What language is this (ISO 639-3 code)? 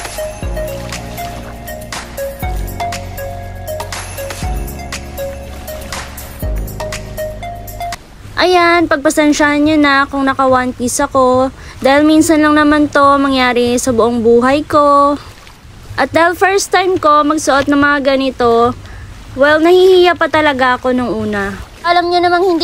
fil